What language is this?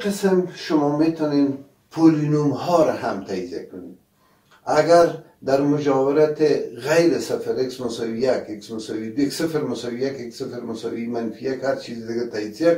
Persian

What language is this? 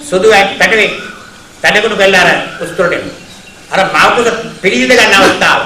Sinhala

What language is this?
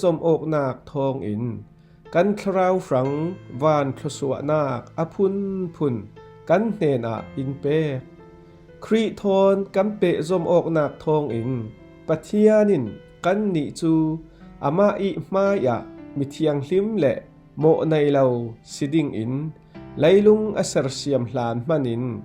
Falam Chin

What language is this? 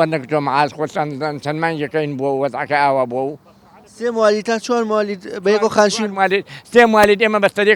Central Kurdish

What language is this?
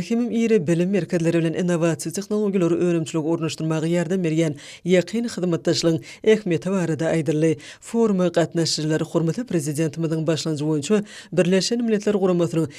Turkmen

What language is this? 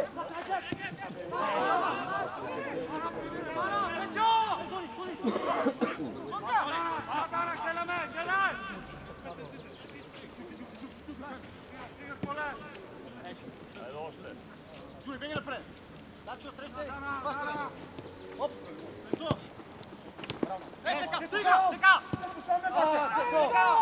Bulgarian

